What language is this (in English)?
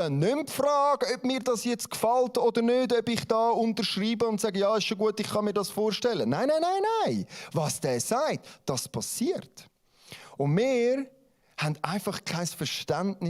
Swiss German